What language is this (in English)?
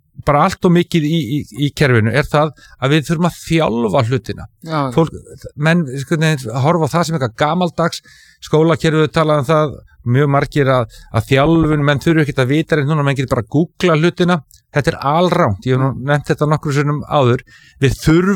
Icelandic